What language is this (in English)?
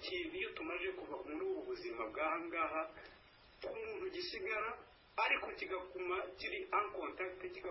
Kinyarwanda